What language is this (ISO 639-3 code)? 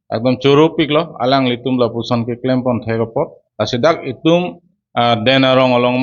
mjw